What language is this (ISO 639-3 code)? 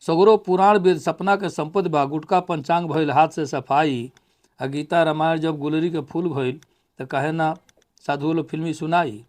bho